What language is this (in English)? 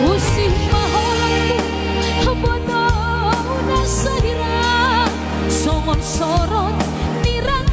Batak Simalungun